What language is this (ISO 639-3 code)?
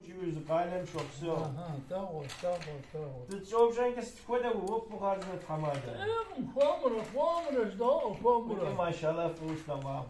kbd